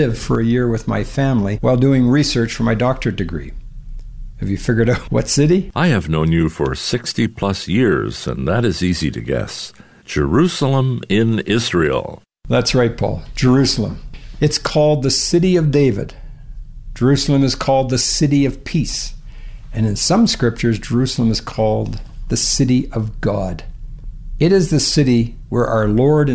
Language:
English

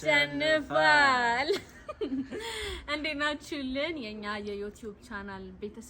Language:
Amharic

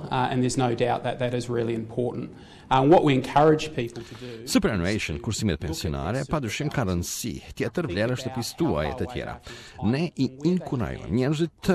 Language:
Albanian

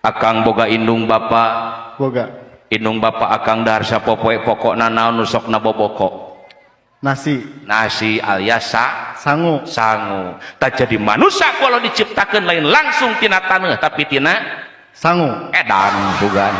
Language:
Sundanese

